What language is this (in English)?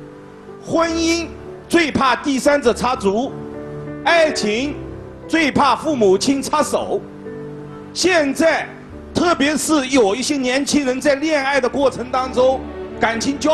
Chinese